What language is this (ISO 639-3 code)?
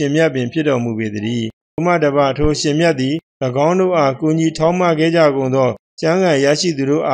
mya